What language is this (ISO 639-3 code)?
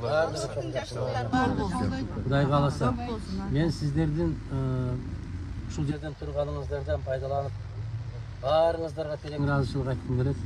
kir